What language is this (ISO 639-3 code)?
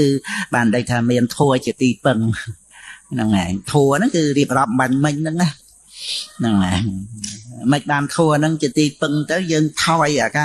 khm